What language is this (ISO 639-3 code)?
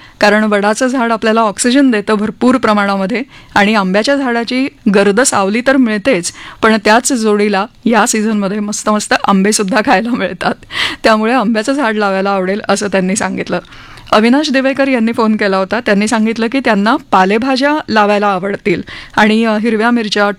mar